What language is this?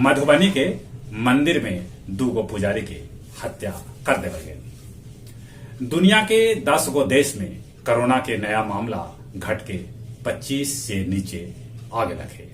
Magahi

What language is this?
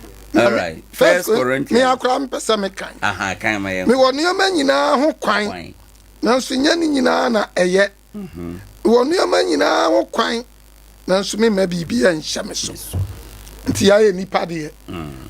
Akan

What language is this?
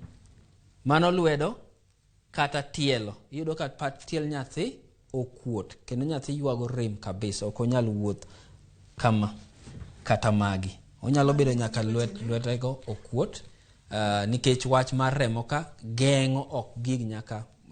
Luo (Kenya and Tanzania)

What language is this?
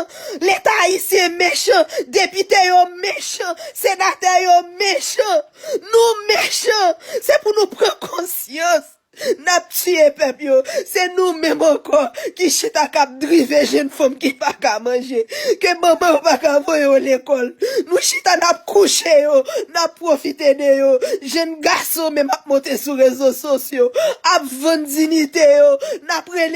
Haitian Creole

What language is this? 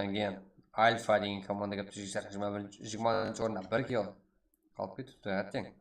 Kara-Kalpak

